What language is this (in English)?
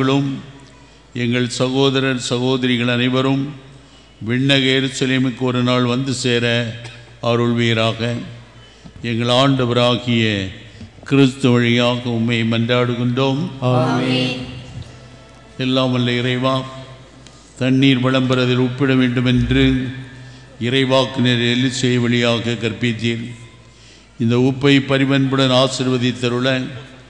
Tamil